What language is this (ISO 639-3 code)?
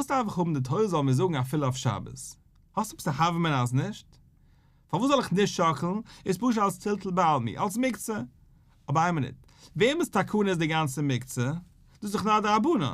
yid